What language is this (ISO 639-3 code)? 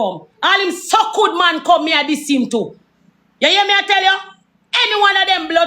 jam